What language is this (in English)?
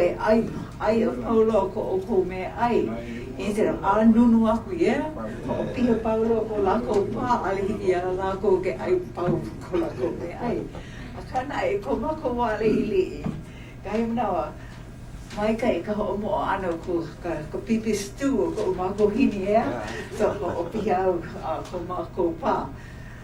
Hawaiian